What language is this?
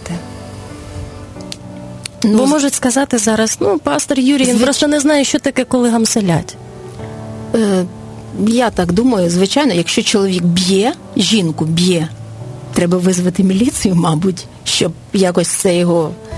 Ukrainian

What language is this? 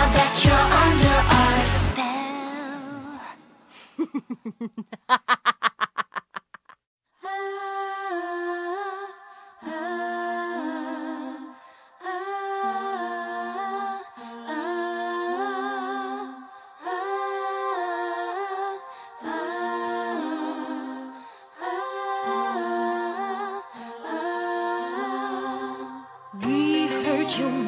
English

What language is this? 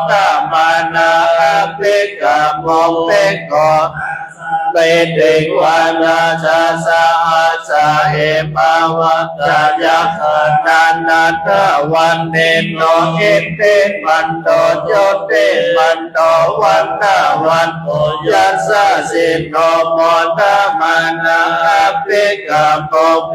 Pali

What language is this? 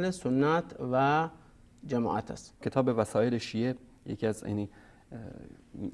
Persian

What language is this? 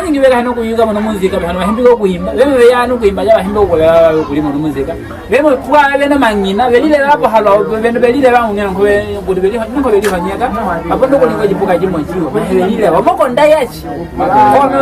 Nyaneka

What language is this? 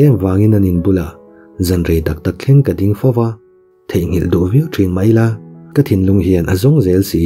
Mizo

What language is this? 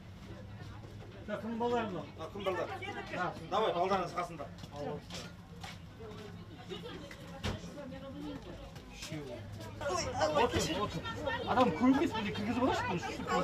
Kazakh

